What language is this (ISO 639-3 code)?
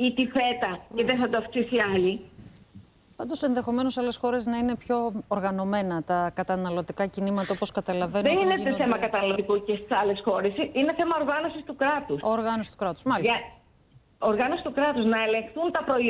ell